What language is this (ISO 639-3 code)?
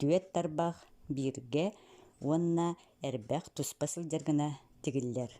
sah